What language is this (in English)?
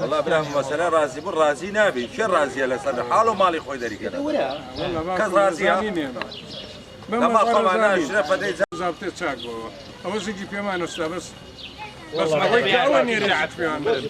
Central Kurdish